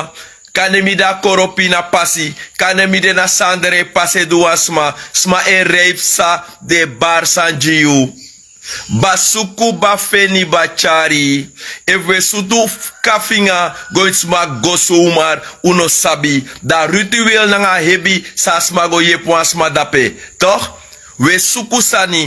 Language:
Sranan Tongo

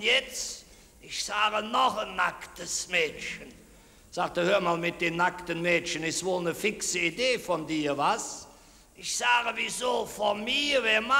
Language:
Colognian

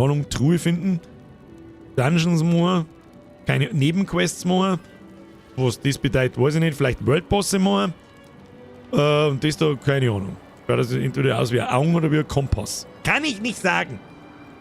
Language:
Bavarian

